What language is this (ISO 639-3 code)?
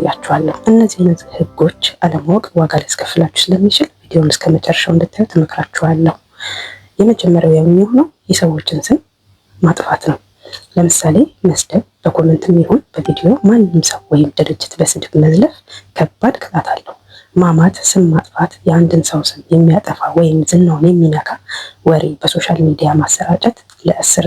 amh